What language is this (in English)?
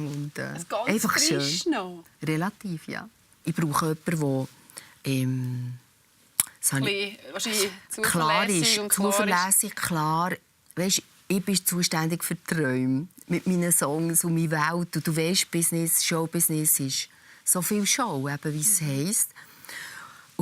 Swiss German